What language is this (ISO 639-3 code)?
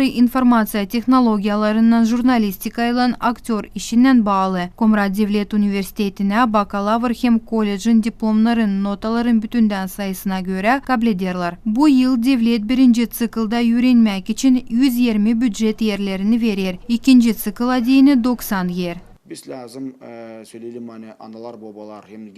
gag